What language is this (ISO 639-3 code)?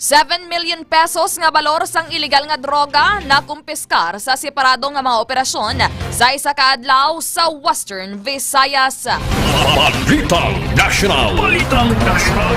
hil